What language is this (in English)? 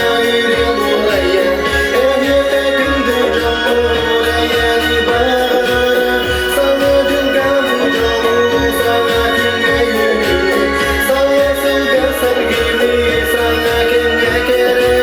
Yakut